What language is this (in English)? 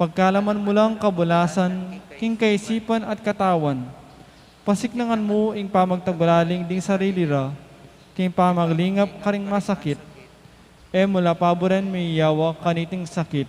Pampanga